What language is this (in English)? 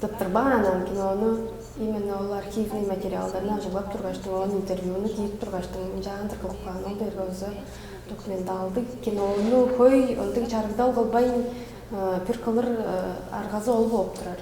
Tuvinian